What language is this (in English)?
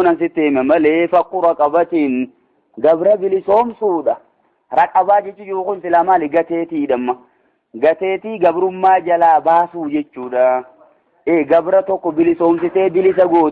Oromo